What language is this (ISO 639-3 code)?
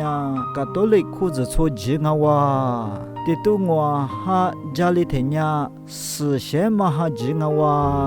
lis